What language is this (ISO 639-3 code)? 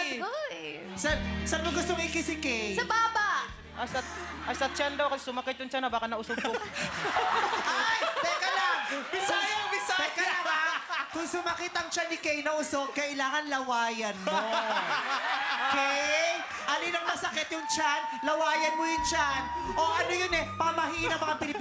fil